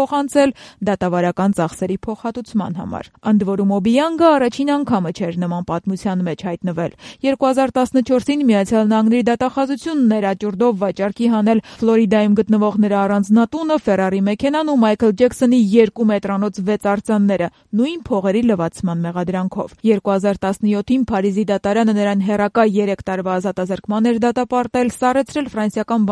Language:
Armenian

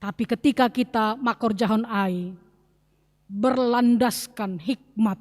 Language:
Batak Simalungun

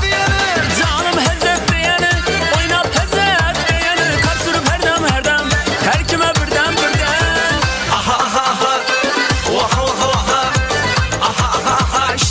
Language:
Kara-Kalpak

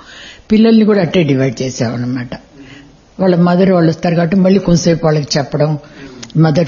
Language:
Telugu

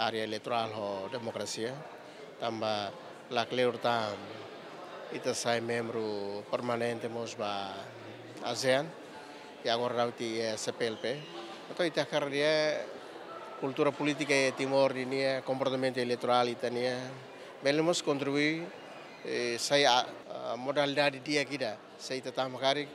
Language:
Tetum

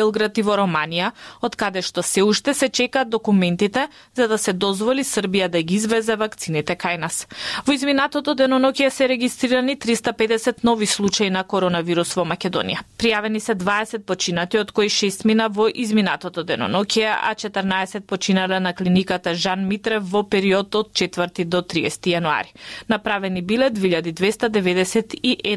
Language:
Macedonian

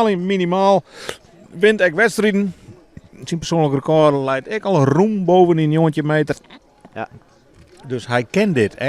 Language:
Western Frisian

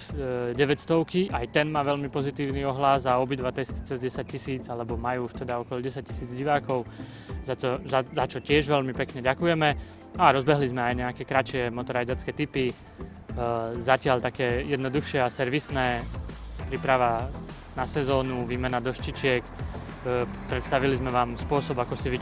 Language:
Slovak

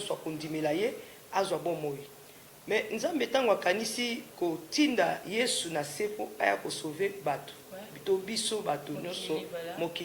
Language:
Lingala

